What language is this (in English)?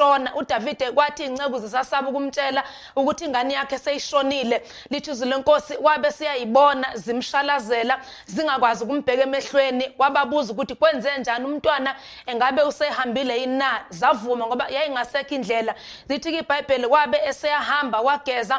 Zulu